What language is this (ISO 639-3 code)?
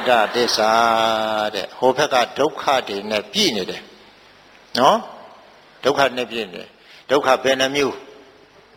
mya